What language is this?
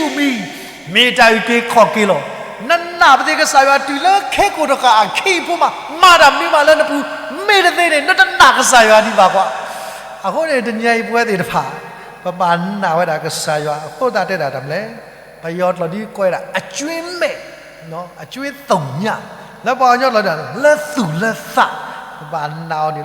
S'gaw Karen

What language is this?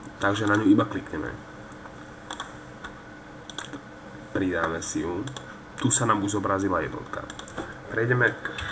Slovak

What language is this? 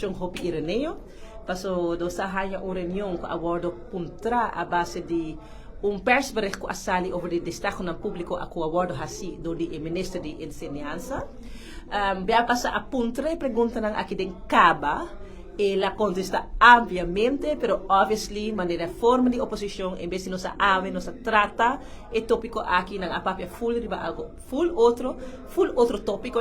Papiamento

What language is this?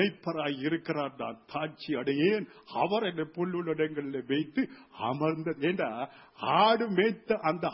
Tamil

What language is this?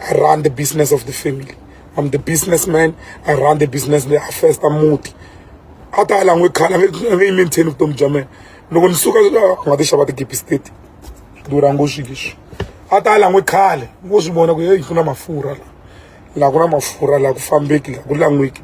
Tsonga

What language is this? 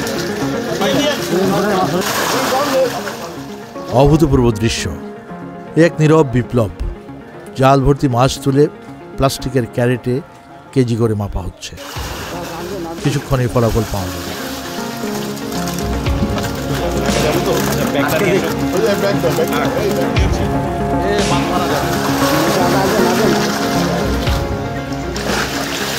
Bangla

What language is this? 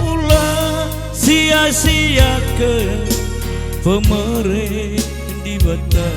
Batak Karo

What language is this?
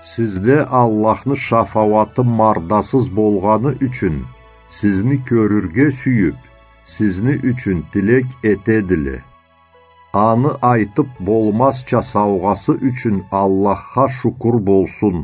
Karachay-Balkar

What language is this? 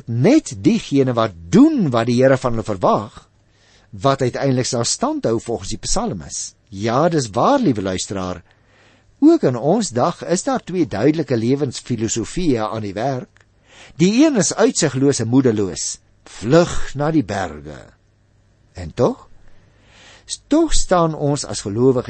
Afrikaans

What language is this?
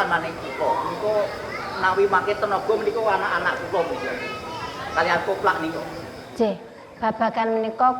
Javanese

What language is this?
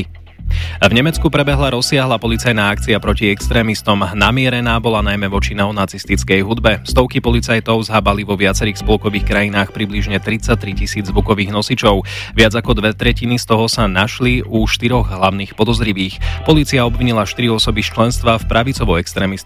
Slovak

